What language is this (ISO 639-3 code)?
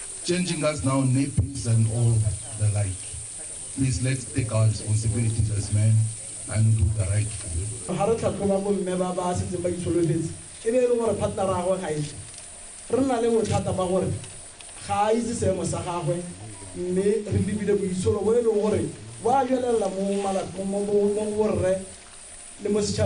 tsn